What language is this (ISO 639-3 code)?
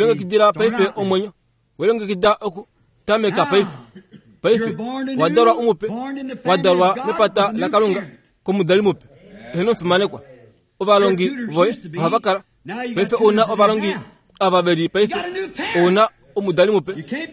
kua